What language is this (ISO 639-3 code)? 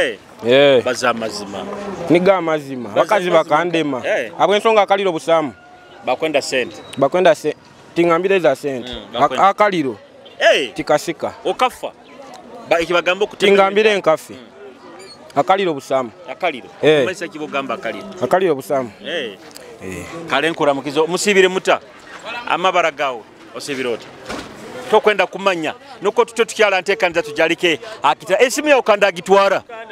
nyo